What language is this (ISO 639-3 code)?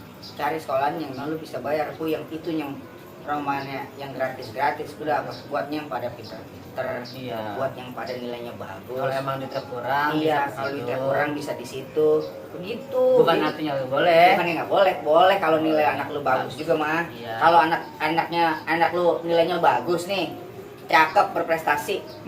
bew